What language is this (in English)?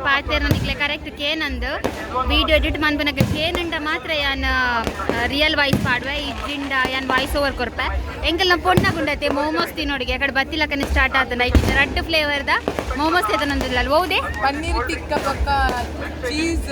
Tulu